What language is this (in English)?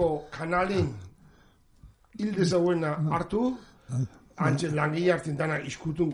Basque